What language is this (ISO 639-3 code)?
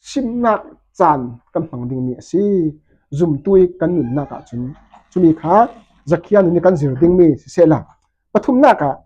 cfm